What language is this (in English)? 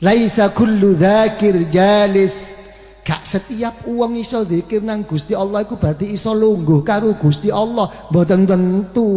Javanese